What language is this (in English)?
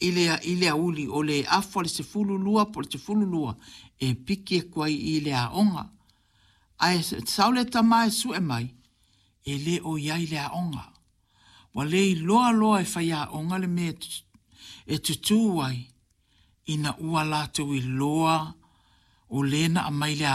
Samoan